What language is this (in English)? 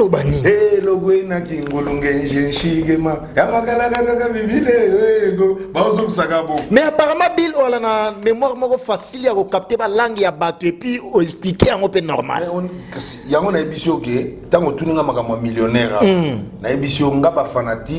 Lingala